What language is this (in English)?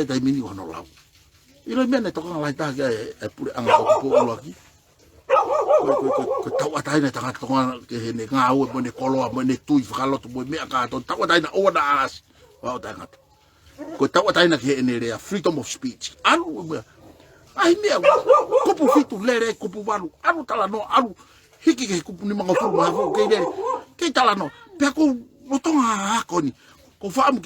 Tongan